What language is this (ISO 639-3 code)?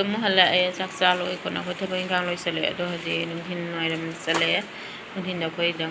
mni